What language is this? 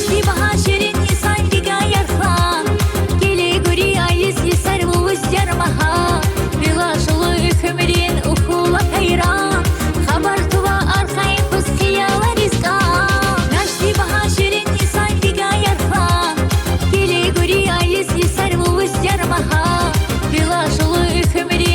Tabassaran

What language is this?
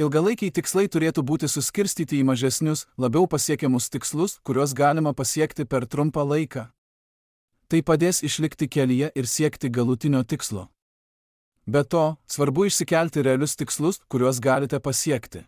Lithuanian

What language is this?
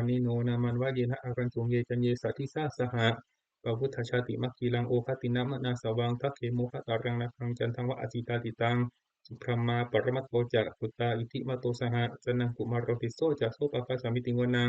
Pali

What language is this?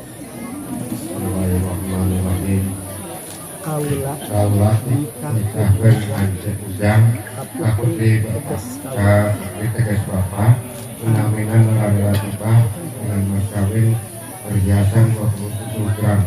Sundanese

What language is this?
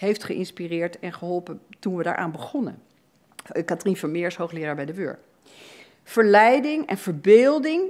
Dutch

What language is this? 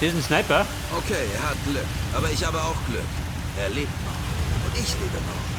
Bavarian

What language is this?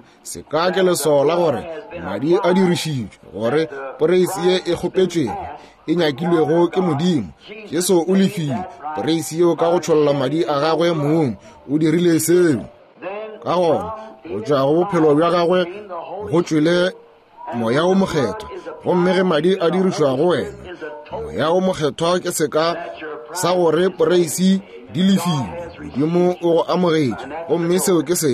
Northern Sotho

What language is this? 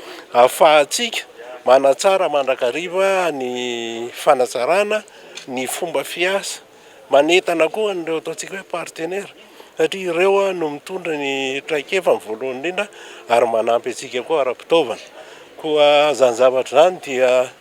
Malagasy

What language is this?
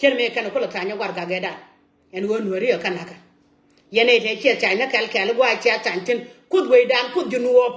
Nuer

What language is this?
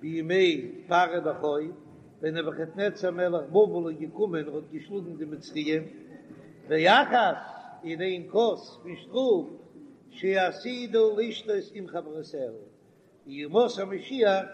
Yiddish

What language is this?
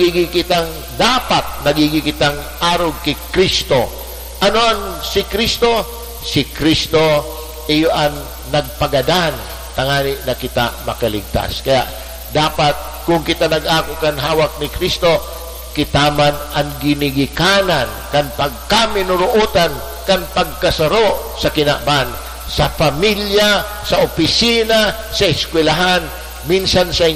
Bikol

